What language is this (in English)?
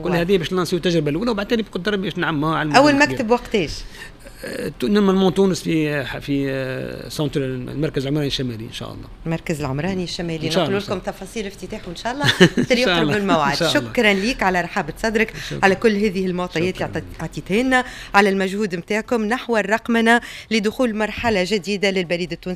Tunisian Arabic